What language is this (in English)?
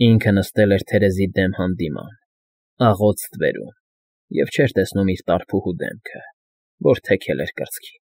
Armenian